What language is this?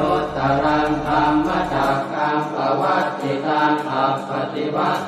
Pali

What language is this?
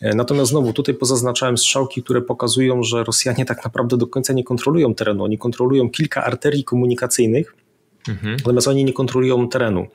Polish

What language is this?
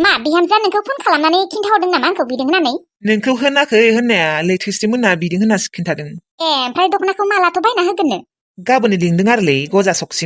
Bodo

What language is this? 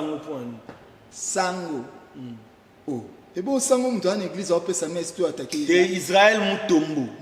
Lingala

